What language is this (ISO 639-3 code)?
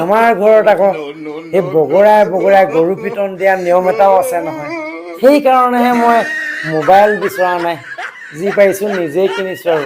asm